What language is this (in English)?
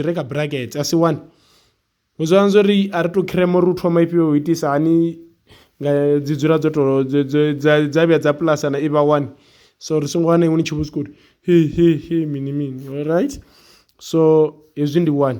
Venda